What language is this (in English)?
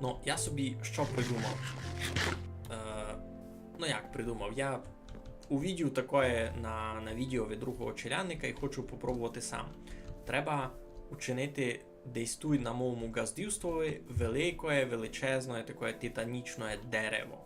Rusyn